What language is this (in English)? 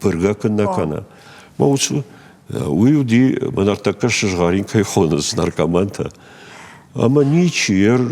Ossetic